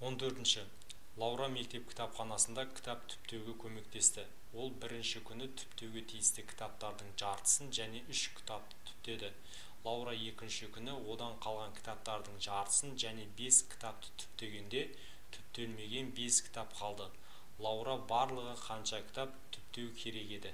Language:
Kazakh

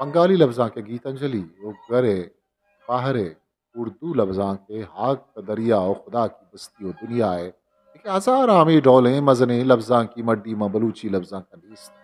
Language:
Eastern Balochi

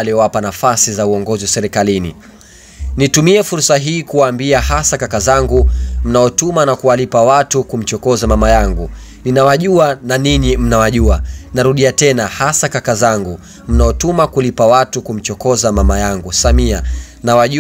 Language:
Swahili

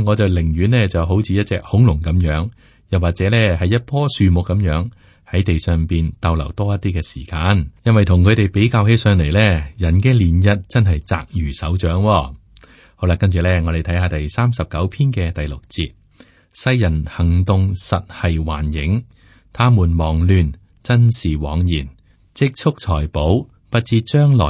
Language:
Cantonese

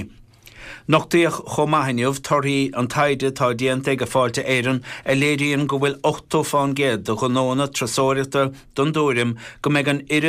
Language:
Irish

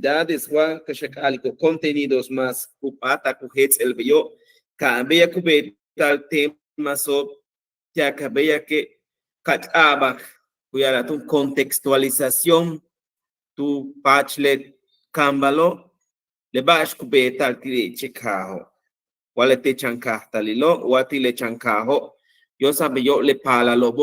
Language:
Yucateco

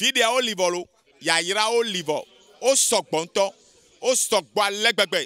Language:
Ewe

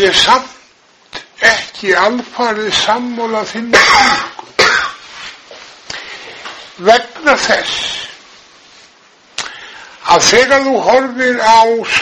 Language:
Icelandic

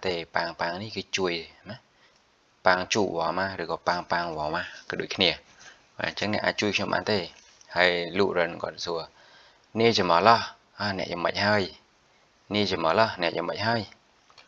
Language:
Khmer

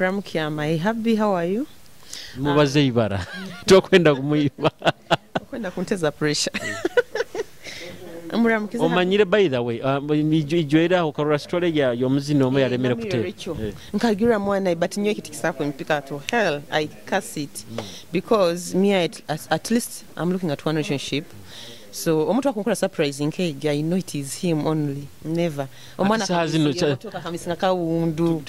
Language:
Nyoro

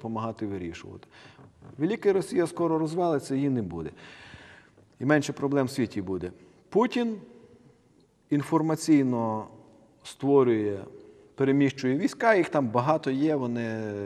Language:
Ukrainian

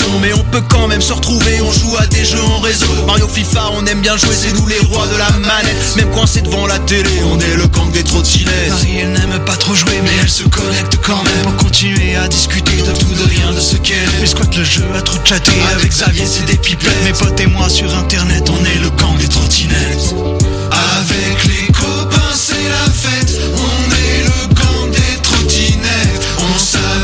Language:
French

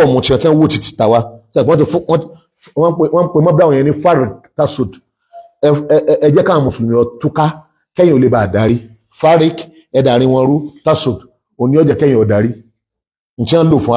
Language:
Yoruba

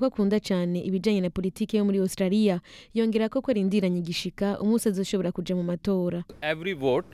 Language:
Rundi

